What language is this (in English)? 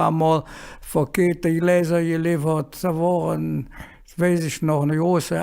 Colognian